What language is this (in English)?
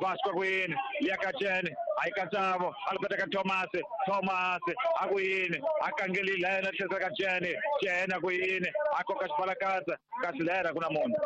Tsonga